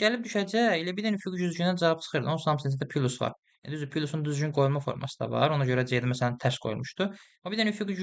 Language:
Azerbaijani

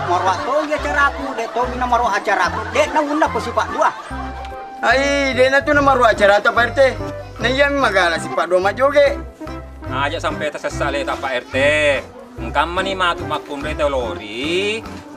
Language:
Buginese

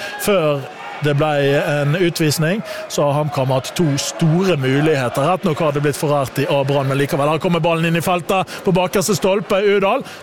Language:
Norwegian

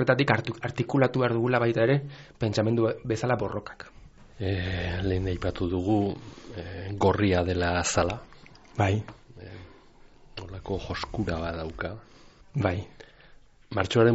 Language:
Basque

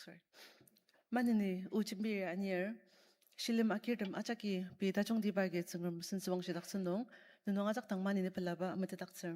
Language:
Ao Naga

